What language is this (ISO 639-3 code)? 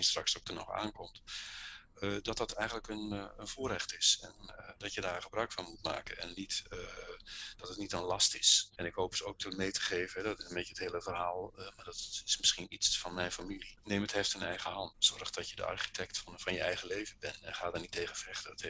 nld